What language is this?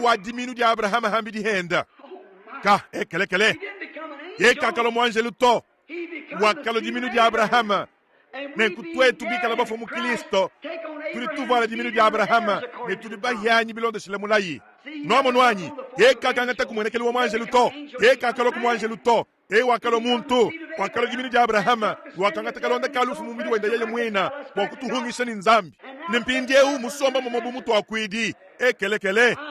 Luba-Lulua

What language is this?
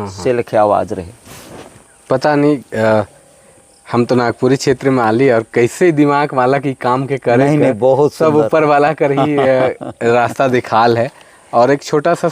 Sadri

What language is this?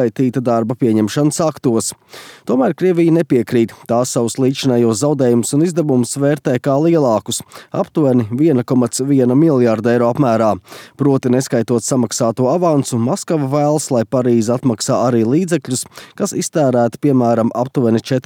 Latvian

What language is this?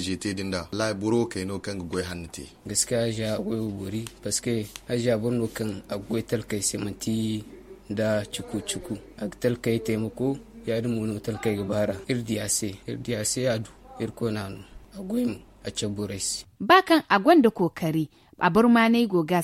Zarma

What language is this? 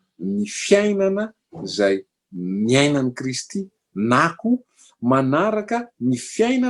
Malagasy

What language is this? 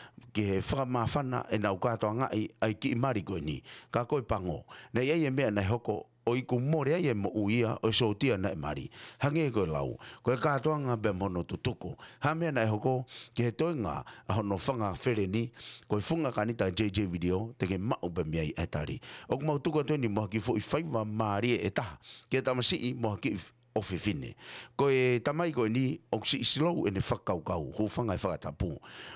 Tongan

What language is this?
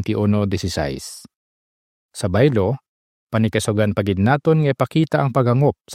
Hiligaynon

